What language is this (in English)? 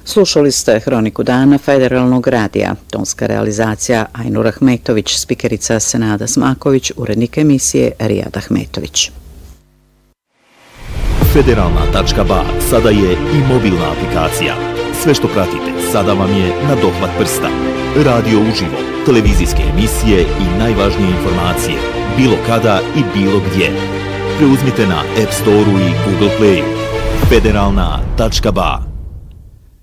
Bosnian